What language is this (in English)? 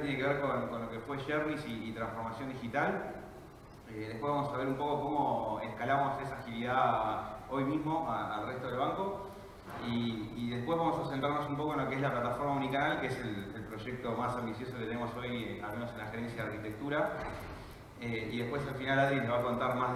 Spanish